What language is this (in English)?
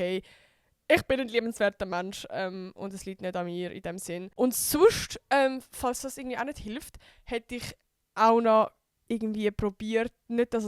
Swiss German